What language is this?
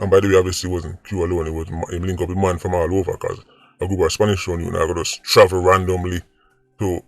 Jamaican Creole English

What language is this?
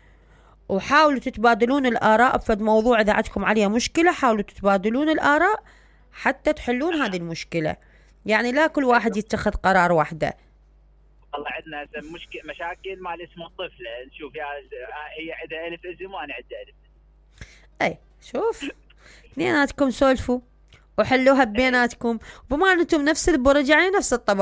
Mesopotamian Arabic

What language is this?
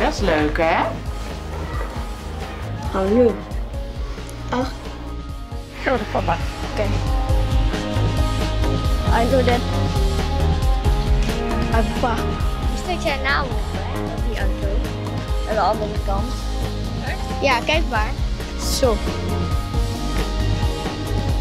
Dutch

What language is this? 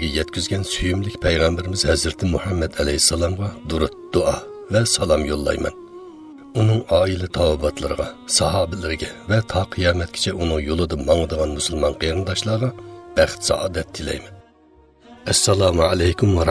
Uyghur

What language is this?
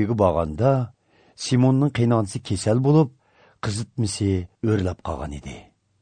Uyghur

